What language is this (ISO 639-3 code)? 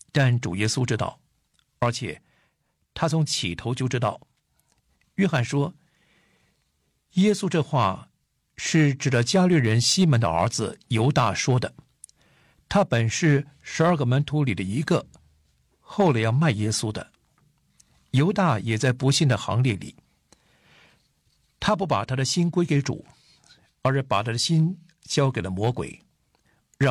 zho